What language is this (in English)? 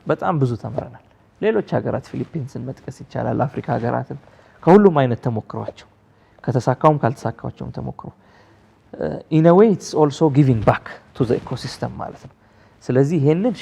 Amharic